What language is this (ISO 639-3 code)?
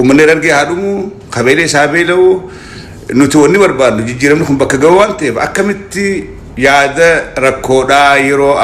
orm